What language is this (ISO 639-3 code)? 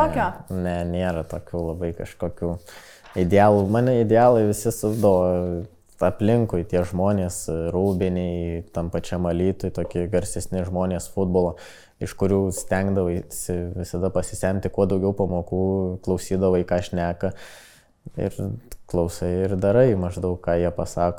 lit